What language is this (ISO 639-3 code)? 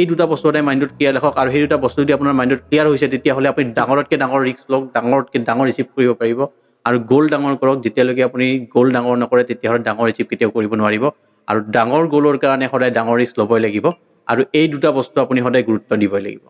asm